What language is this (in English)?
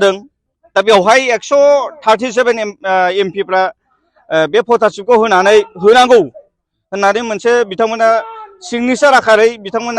Bodo